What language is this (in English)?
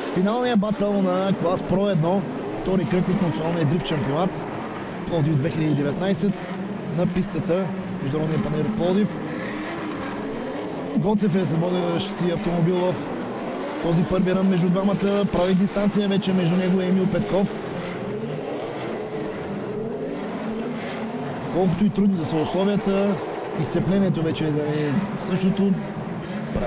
Bulgarian